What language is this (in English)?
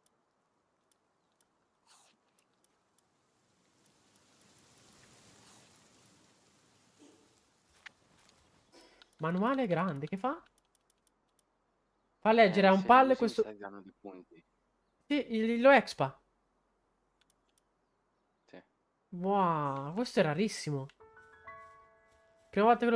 Italian